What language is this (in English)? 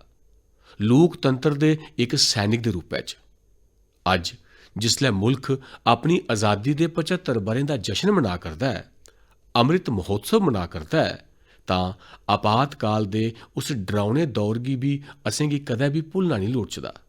Dogri